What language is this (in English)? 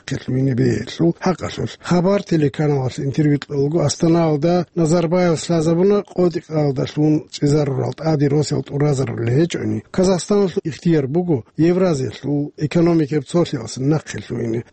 Avaric